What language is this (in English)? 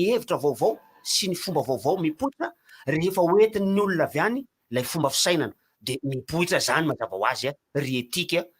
Malagasy